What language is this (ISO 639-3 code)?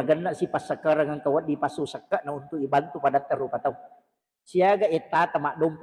bug